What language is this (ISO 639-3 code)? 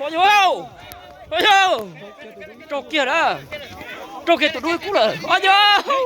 hmn